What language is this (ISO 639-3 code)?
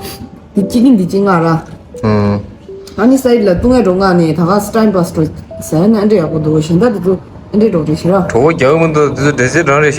bod